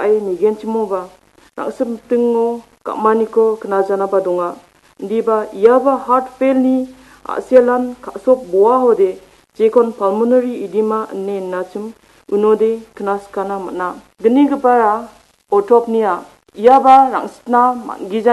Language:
Garo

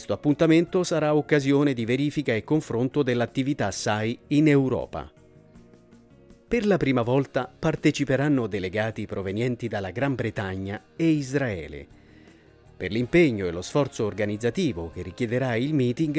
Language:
Italian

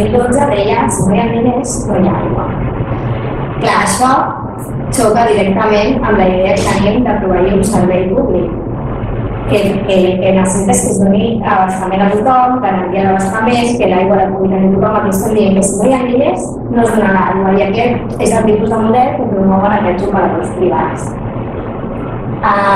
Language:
Catalan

